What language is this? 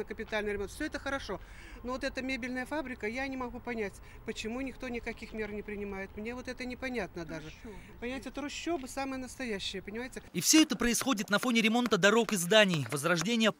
Russian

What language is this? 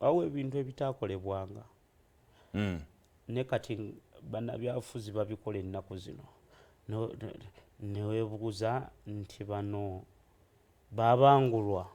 Ganda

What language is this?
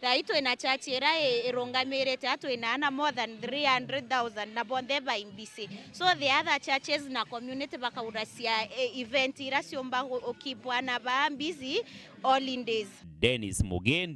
Meru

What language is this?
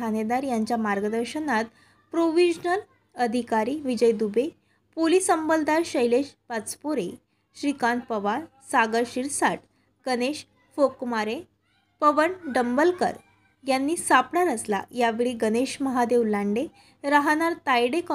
Marathi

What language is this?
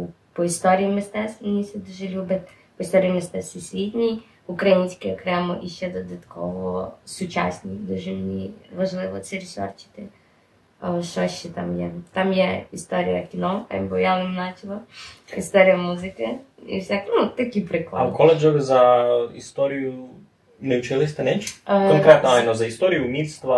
Rusyn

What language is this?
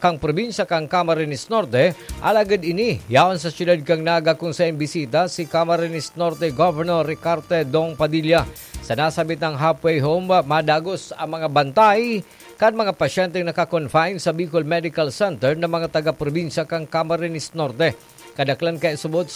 Bikol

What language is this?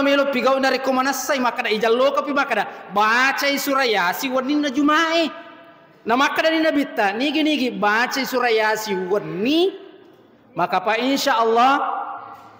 Buginese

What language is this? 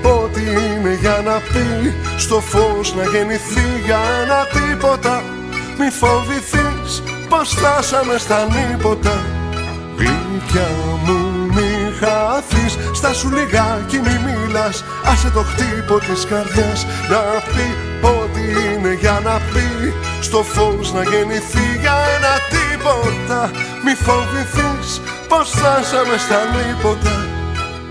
Greek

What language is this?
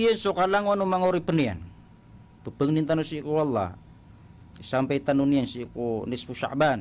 Maranao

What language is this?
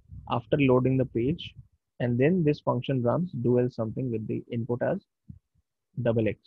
English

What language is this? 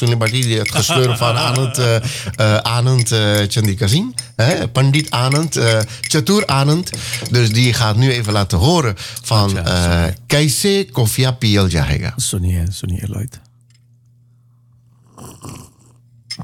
Dutch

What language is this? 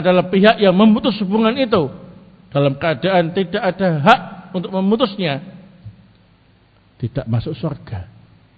Indonesian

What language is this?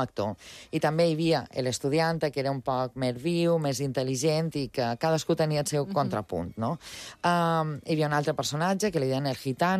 Catalan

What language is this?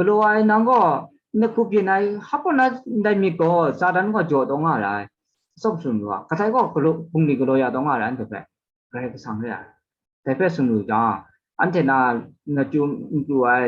Kachin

